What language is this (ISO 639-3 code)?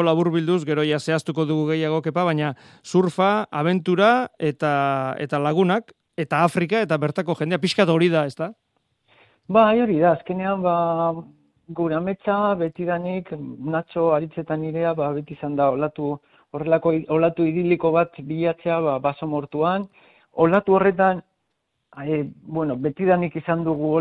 eus